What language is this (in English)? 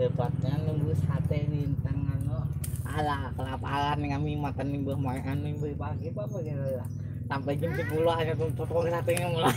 Banjar